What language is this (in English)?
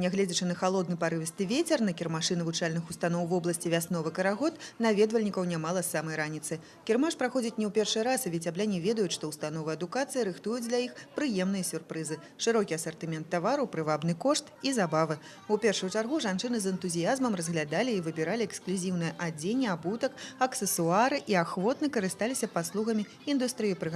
Belarusian